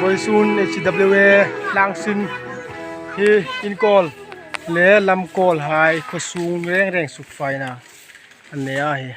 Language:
Hmar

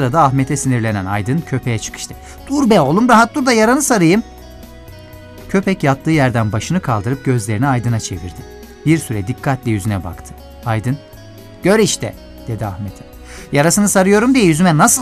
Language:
Turkish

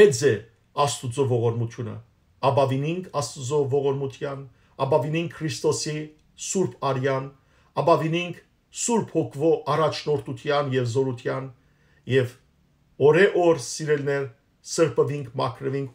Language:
Western Armenian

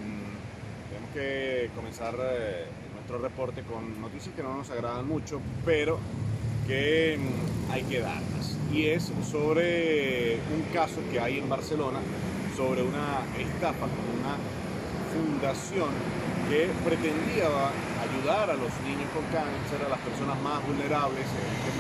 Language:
Spanish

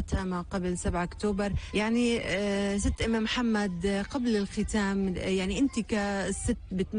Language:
North Levantine Arabic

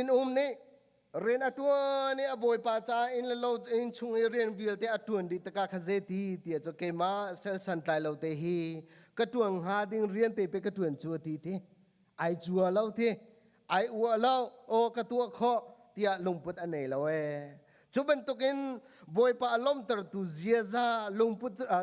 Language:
Hakha Chin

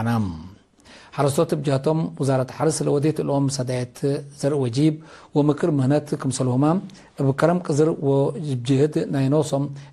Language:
Tigre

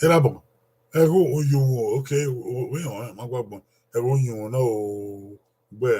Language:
Bini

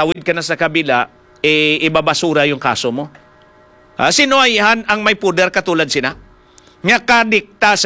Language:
Filipino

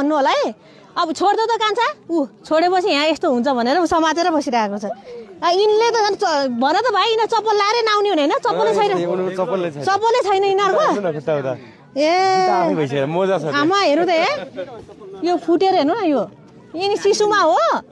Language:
Nepali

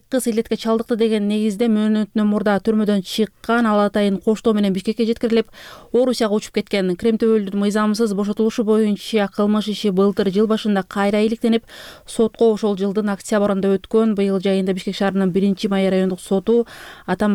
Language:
Kyrgyz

